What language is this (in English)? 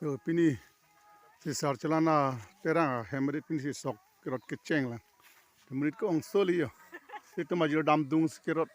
Karbi